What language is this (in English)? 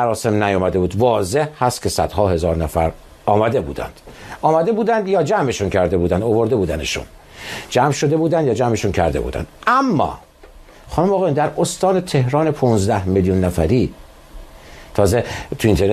Persian